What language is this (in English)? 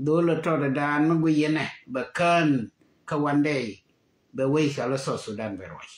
Nuer